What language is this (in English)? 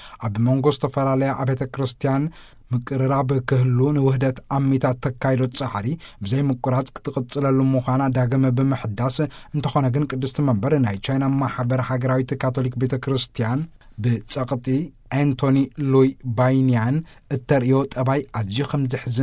Tigrinya